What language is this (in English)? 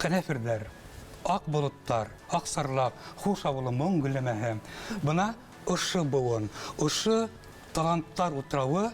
Bashkir